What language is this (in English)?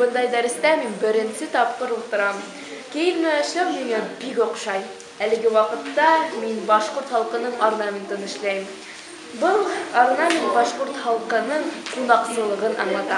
Bashkir